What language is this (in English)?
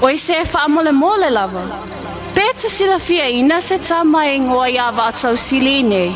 Samoan